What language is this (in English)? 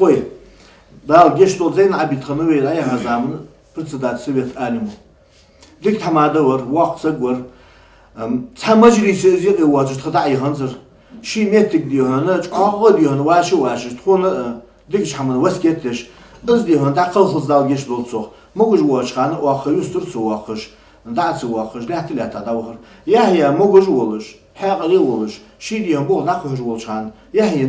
Ingush